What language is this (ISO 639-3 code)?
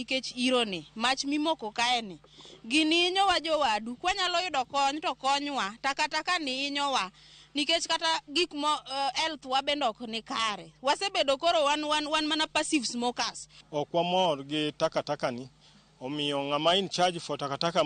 luo